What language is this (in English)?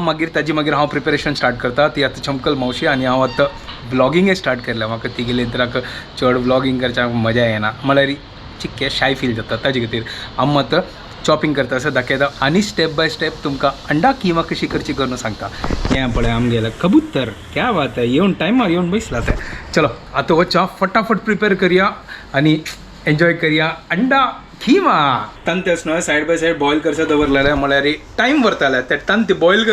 Konkani